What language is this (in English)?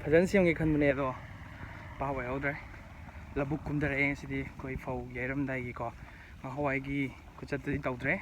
Manipuri